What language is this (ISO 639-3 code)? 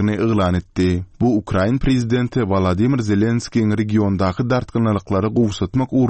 tuk